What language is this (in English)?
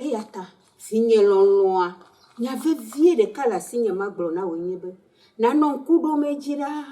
Ewe